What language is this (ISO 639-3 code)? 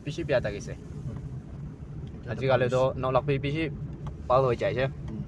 nag